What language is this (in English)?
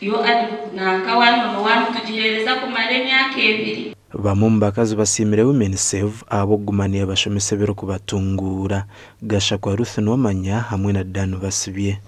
Nyankole